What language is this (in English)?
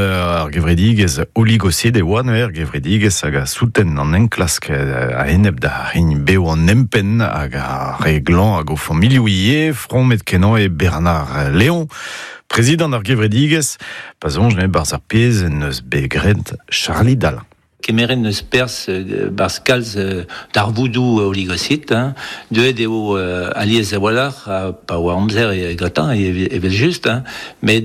Breton